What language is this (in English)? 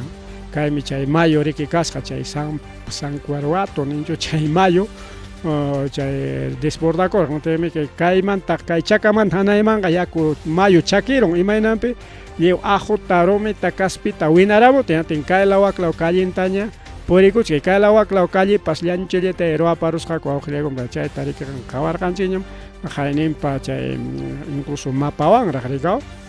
Ayacucho Quechua